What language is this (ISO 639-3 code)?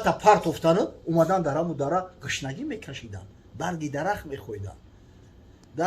tgk